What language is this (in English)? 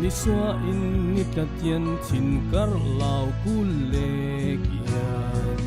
Falam Chin